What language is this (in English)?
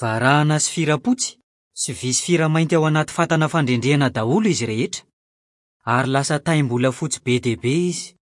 Malagasy